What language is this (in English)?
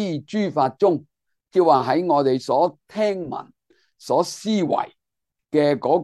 Cantonese